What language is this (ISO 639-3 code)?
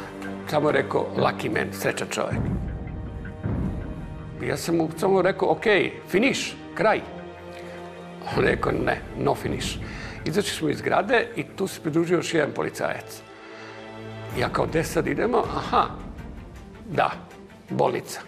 srp